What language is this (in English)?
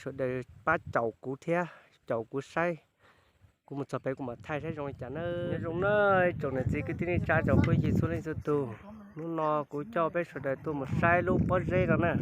Hmong